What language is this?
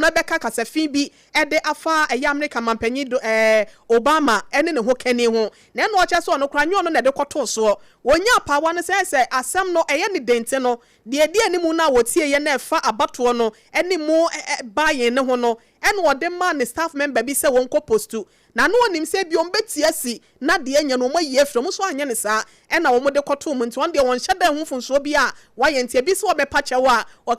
Akan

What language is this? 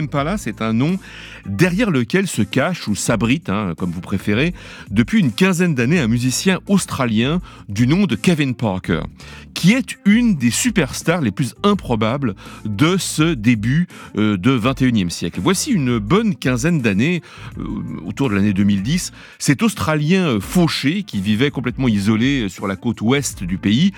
French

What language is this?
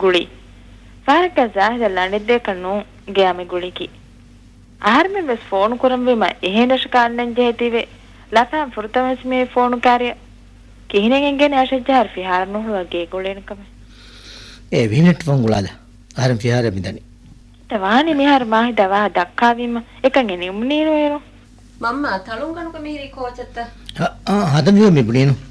Divehi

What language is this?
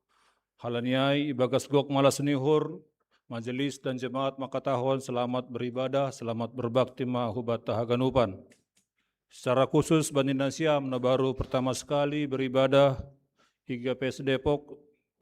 Batak Simalungun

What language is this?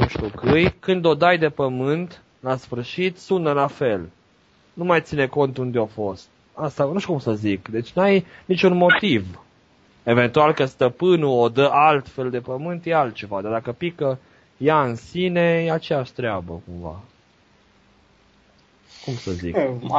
Romanian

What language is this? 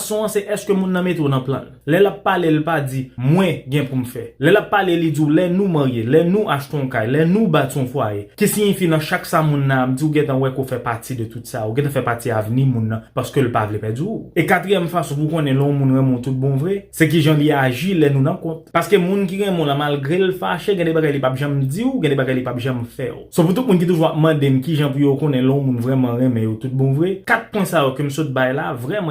Haitian Creole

